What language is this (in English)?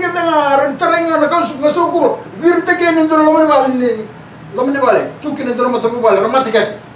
Fijian